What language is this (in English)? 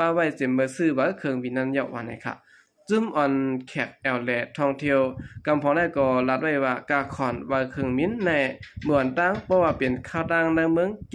Shan